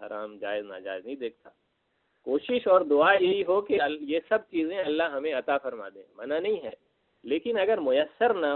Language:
Urdu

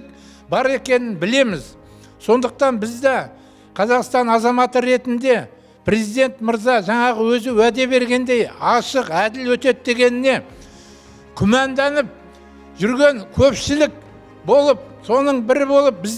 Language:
Kazakh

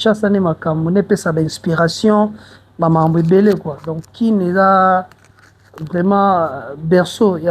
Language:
Lingala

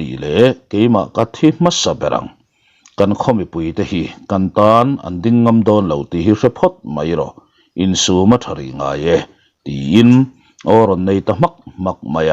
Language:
Mizo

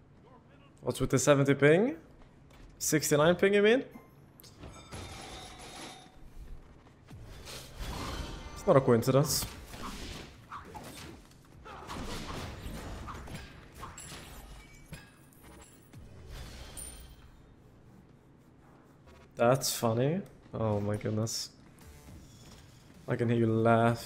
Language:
English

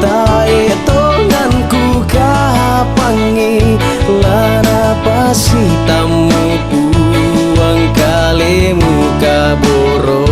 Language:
Toraja-Sa'dan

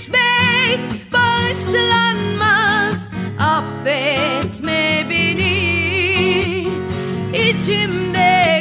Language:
Turkish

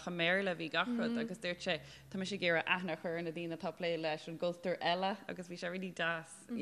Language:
Irish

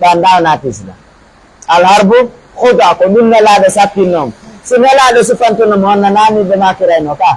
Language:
Pular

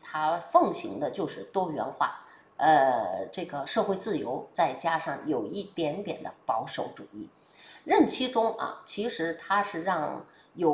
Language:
Chinese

